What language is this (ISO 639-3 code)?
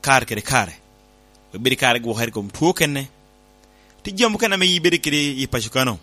laj